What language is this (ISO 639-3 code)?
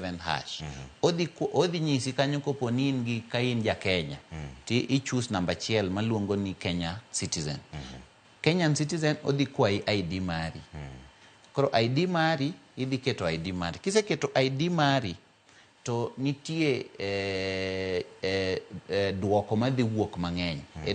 luo